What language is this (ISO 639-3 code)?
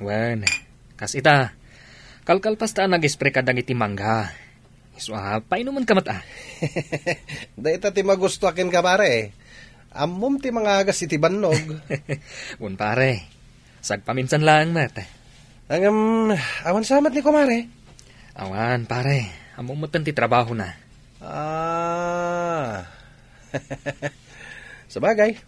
ilo